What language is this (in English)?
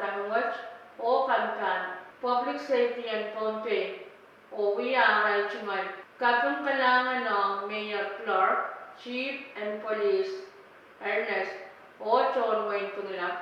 Pohnpeian